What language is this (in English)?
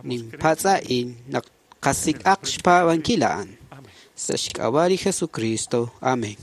Kekchí